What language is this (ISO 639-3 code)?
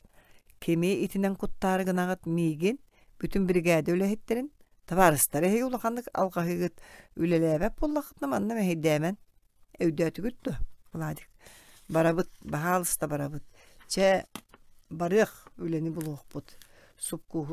sah